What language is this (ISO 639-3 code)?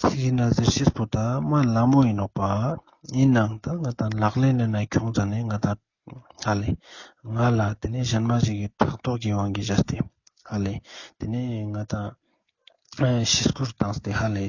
lbj